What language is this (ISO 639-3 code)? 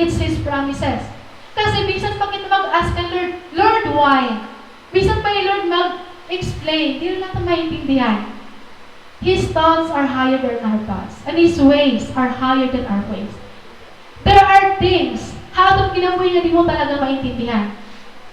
war